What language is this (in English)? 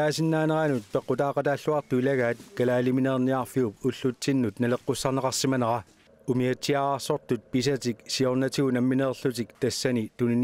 Kalaallisut